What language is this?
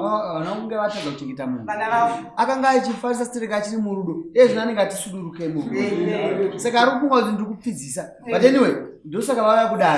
Shona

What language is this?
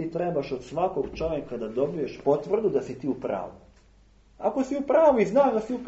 Serbian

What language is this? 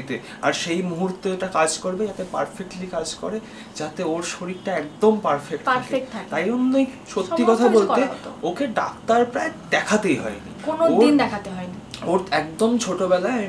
Bangla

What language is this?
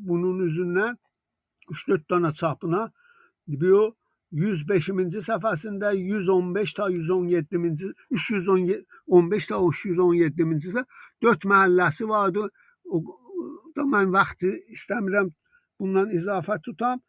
South Azerbaijani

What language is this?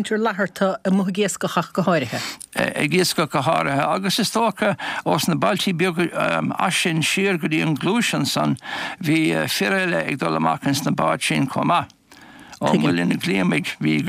Irish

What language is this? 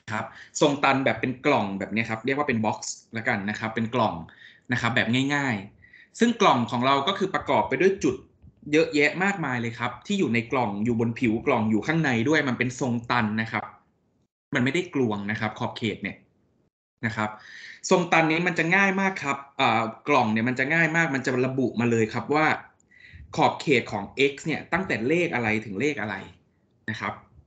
Thai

